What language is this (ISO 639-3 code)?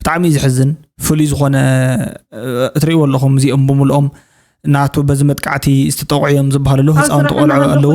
tir